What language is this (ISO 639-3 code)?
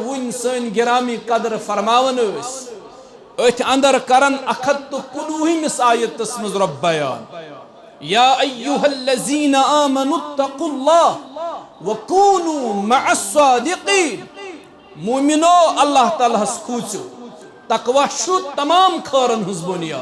kas